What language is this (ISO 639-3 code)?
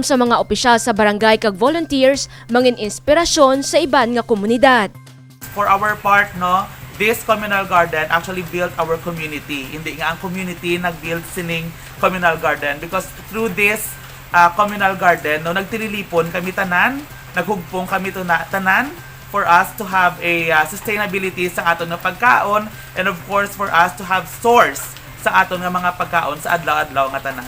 hil